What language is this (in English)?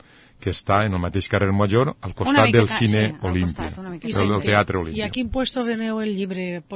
Catalan